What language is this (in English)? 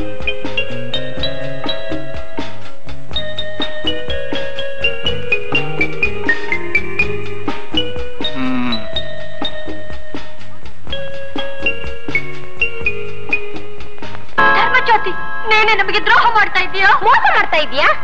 Kannada